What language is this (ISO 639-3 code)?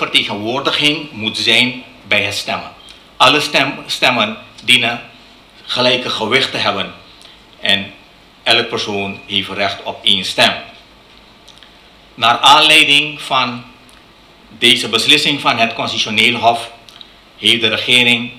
nld